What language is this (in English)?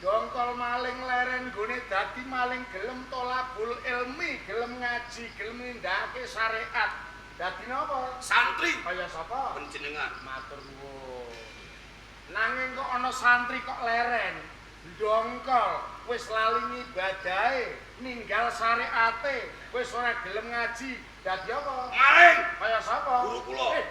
Javanese